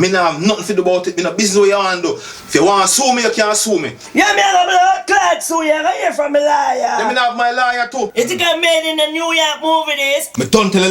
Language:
Jamaican Creole English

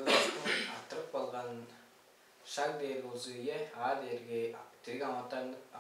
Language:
Tuvinian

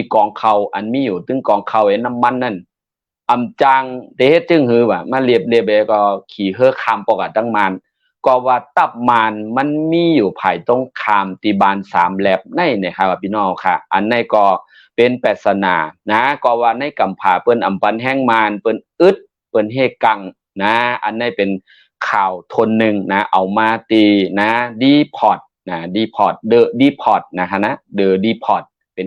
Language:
Shan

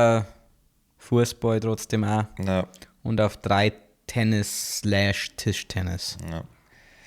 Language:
Bavarian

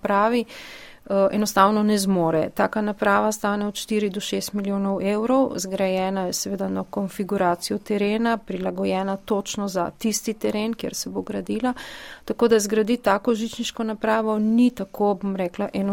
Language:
Slovenian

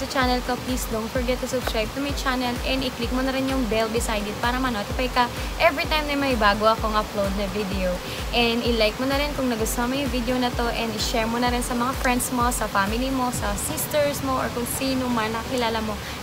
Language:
Filipino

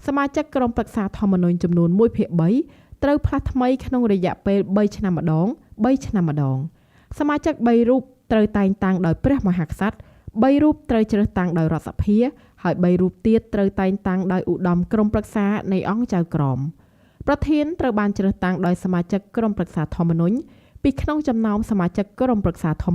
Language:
Khmer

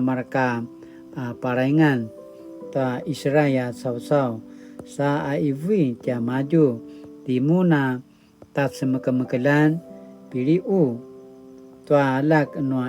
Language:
Paiwan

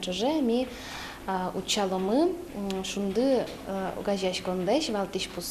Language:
Udmurt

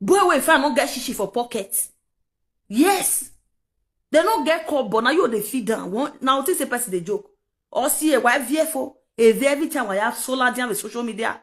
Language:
Nigerian Pidgin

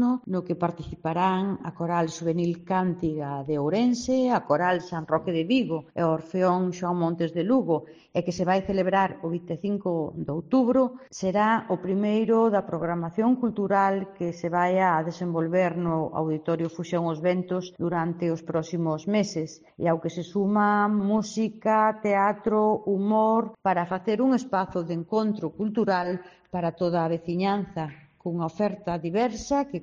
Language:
Galician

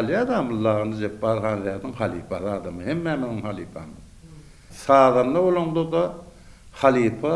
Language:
Turkmen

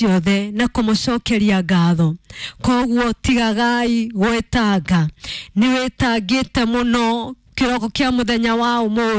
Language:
Kikuyu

